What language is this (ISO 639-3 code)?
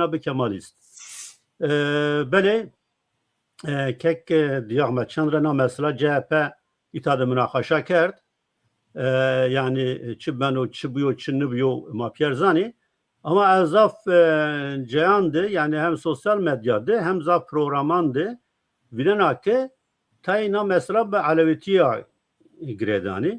zza